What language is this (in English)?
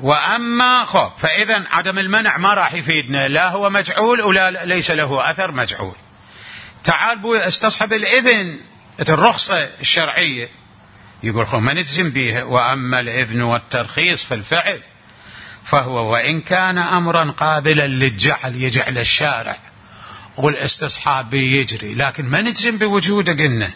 Mesopotamian Arabic